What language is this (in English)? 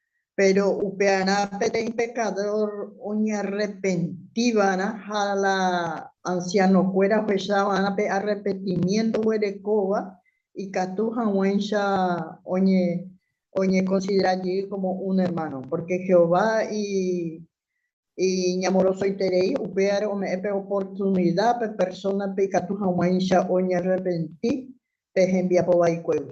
Guarani